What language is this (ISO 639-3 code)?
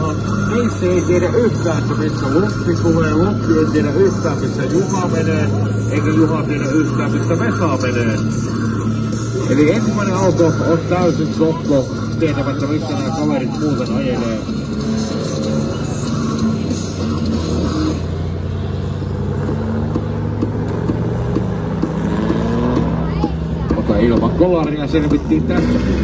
fin